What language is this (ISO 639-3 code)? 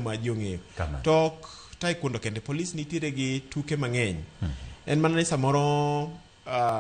luo